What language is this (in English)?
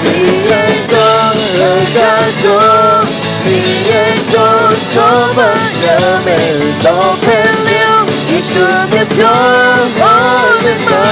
Akha